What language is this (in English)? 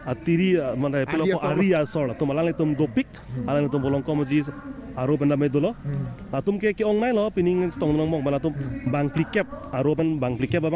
Karbi